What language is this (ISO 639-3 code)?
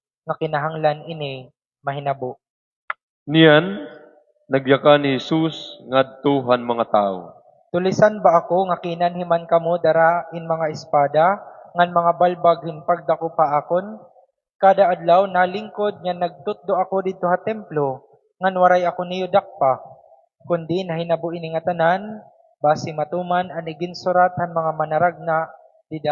war